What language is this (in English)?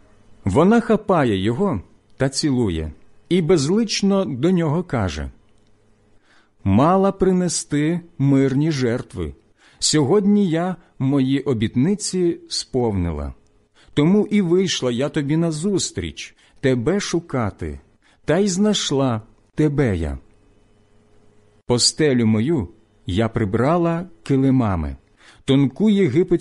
Ukrainian